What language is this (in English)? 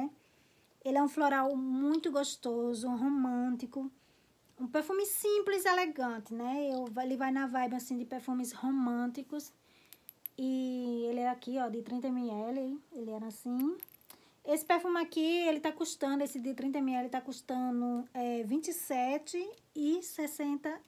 Portuguese